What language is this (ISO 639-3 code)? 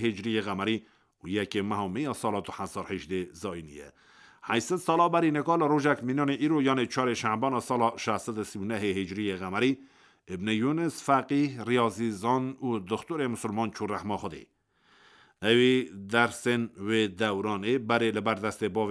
kur